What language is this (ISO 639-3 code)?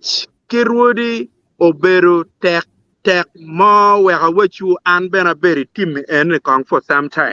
ach